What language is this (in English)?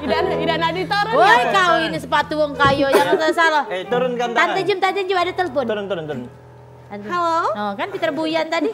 Musi